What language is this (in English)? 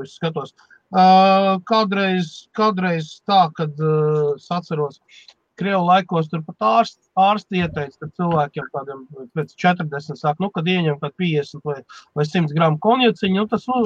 Latvian